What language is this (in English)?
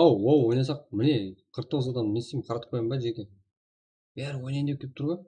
Kara-Kalpak